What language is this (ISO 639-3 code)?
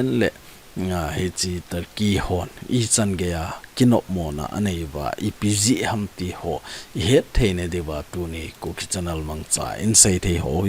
tcz